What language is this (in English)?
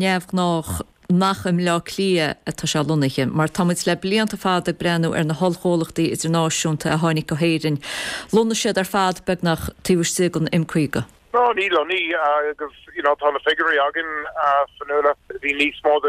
Irish